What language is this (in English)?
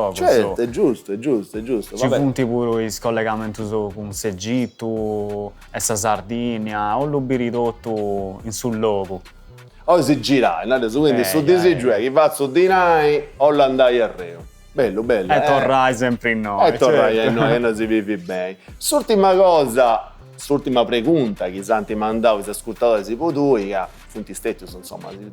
Sardinian